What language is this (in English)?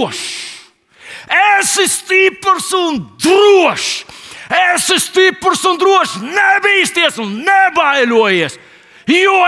Latvian